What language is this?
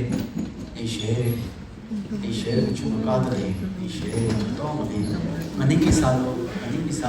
Tangkhul Naga (India)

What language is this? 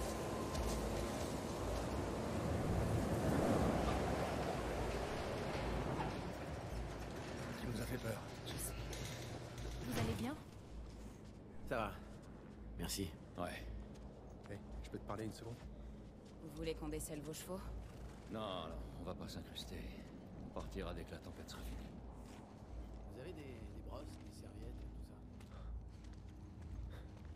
French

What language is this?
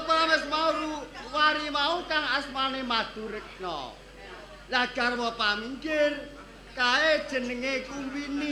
Javanese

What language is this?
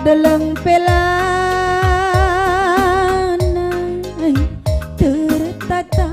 Batak Karo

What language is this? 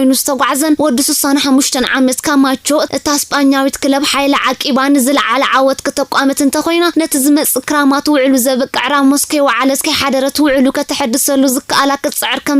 Tigrinya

